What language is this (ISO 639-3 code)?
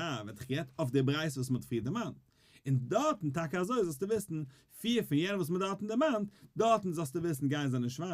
yid